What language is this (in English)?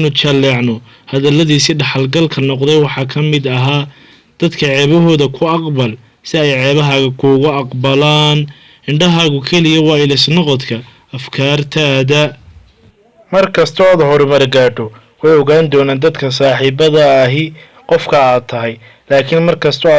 Somali